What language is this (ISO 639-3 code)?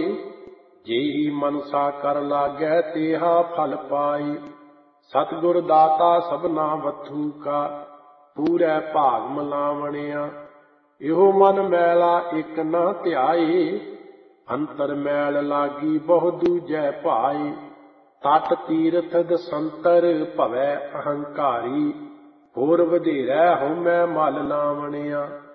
pan